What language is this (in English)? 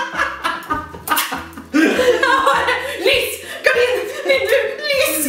Norwegian